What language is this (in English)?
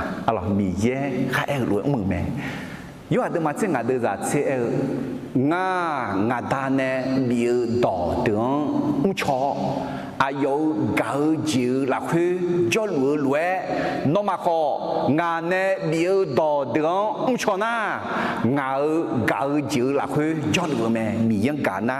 Akha